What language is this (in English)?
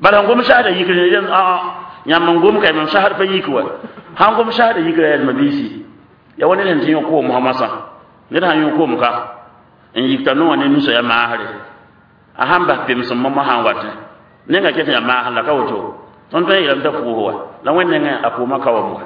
Mossi